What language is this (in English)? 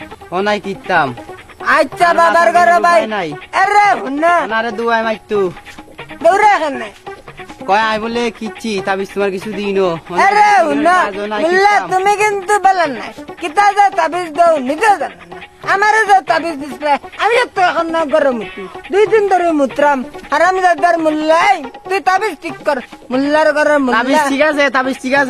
Sylheti